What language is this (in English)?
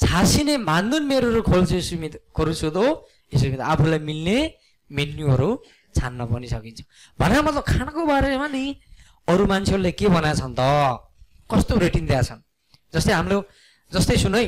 Nepali